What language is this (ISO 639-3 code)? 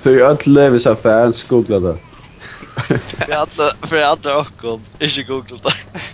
fao